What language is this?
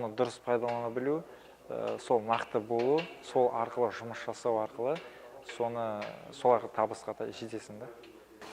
Kazakh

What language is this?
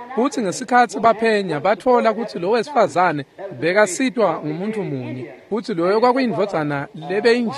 Swati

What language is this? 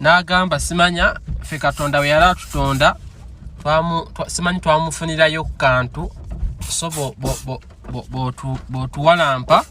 Ganda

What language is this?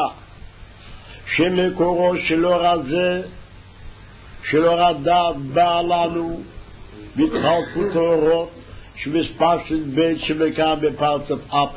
Hebrew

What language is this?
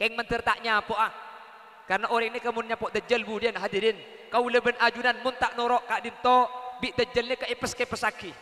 Madurese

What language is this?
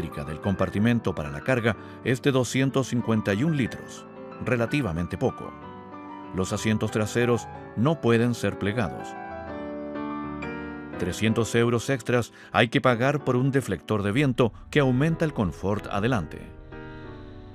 Spanish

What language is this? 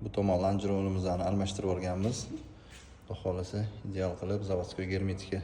Uzbek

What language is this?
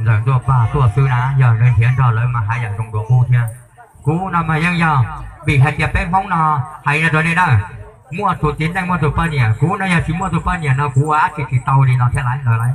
Hmong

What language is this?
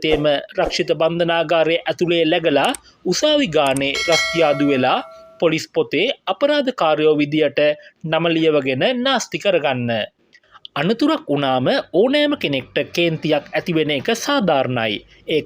Sinhala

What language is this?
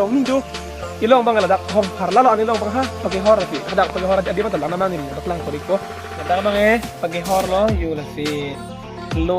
Karbi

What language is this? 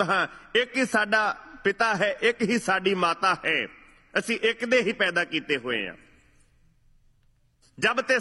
Punjabi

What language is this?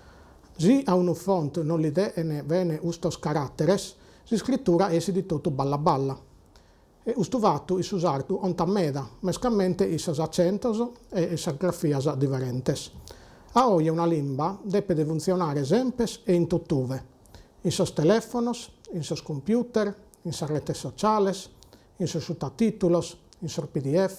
Sardinian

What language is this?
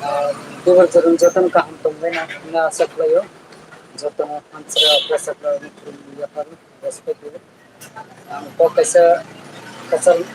Kok Borok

